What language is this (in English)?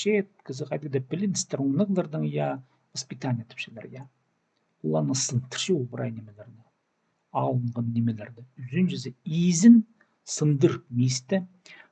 Khakas